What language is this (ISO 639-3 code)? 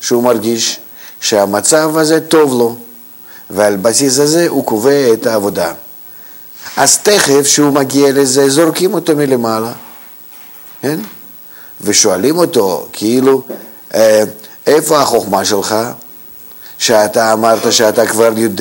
heb